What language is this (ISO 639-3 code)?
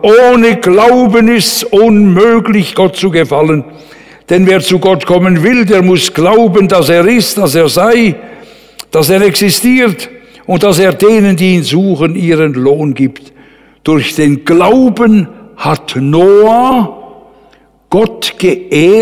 deu